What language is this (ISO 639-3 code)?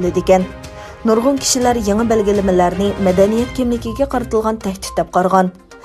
uig